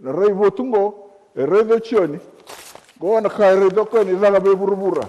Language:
Fijian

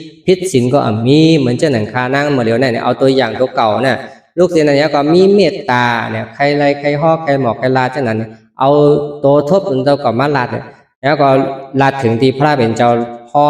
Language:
Shan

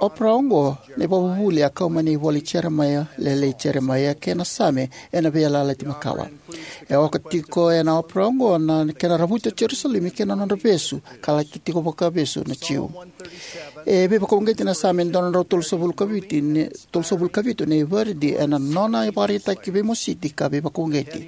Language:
Fijian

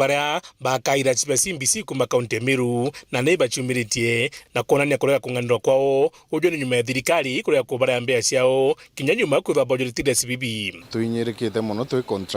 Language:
Meru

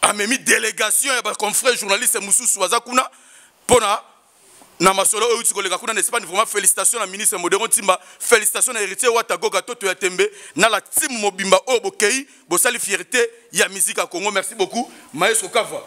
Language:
Lingala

